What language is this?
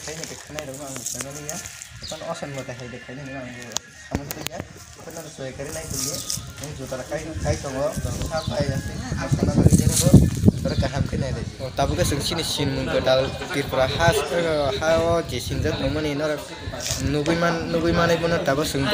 Kok Borok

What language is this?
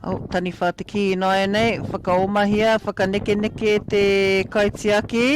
Māori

